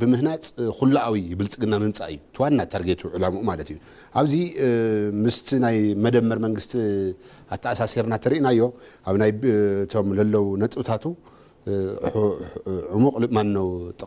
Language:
Tigrinya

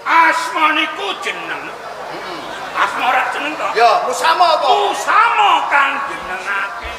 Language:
Javanese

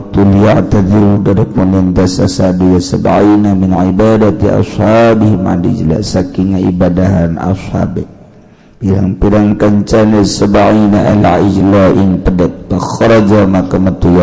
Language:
Sundanese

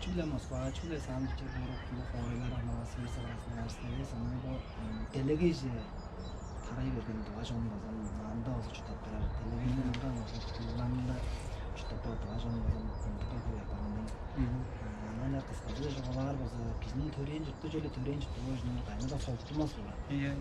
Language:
Tuvinian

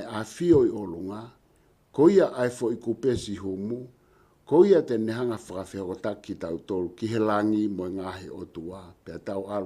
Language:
Tongan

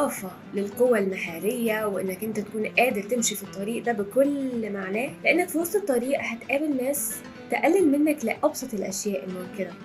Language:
Egyptian Arabic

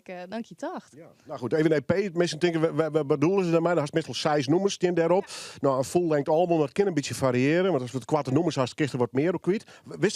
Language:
Western Frisian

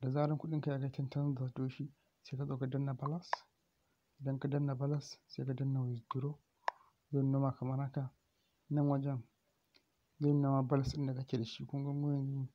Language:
Hausa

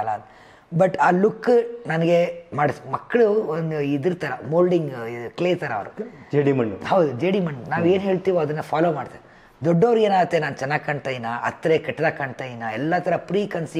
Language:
Kannada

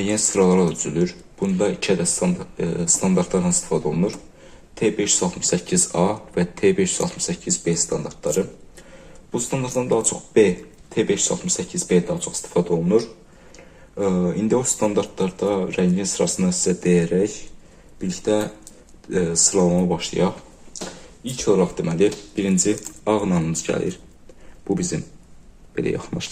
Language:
Azerbaijani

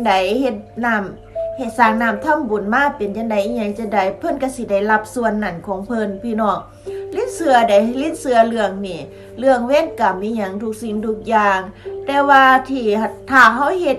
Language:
Northeastern Thai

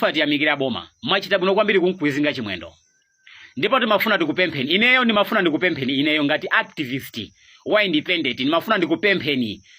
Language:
Nyanja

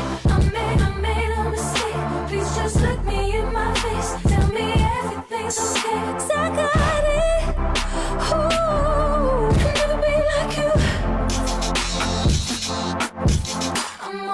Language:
English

